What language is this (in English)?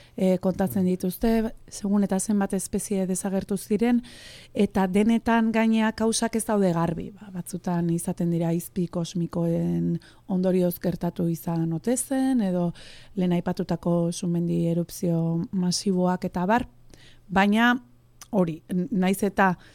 Basque